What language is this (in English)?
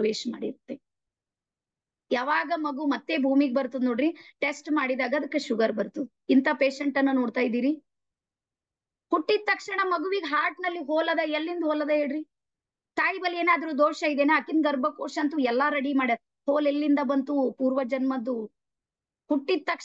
Kannada